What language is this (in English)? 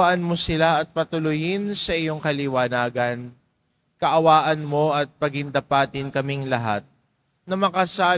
Filipino